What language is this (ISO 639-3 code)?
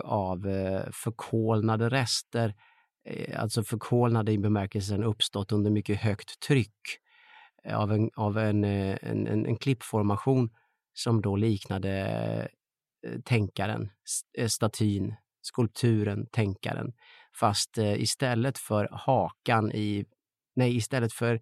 swe